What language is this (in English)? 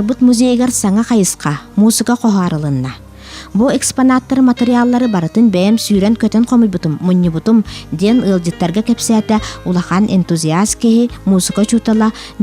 Yakut